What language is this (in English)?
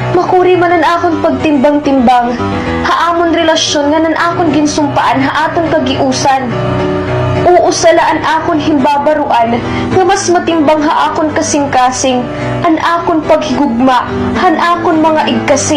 Waray